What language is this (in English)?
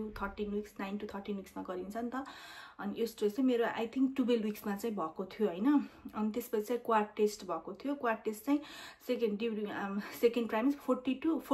Nepali